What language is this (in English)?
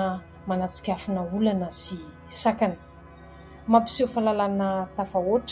Malagasy